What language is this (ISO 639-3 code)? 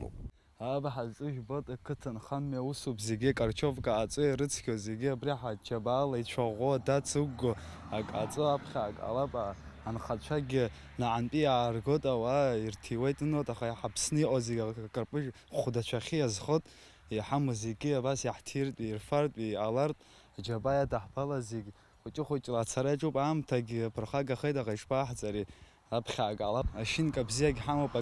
abk